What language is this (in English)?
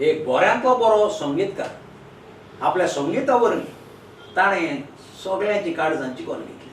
Konkani